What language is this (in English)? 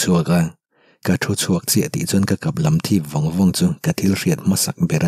Mizo